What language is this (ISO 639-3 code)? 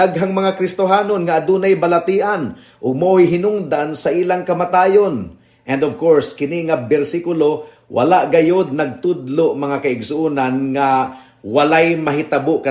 ceb